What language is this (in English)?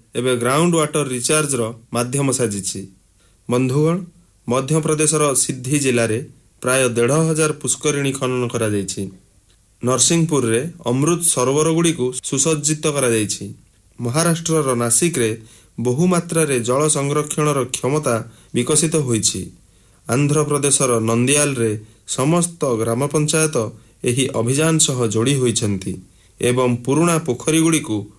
Odia